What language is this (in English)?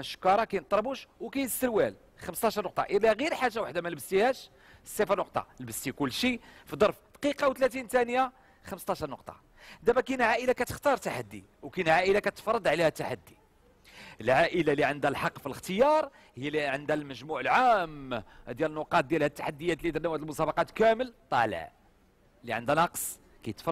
Moroccan Arabic